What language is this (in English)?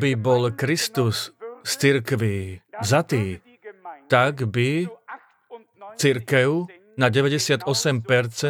Slovak